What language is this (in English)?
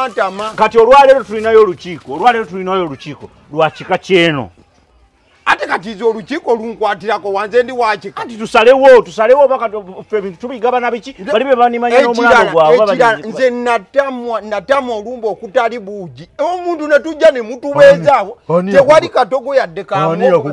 Ganda